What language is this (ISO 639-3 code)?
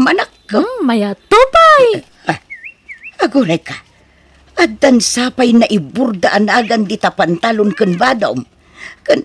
ilo